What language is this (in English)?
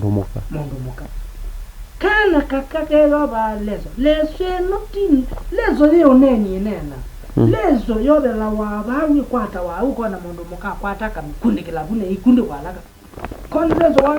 Kamba